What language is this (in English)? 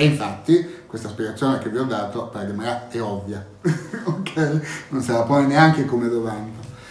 Italian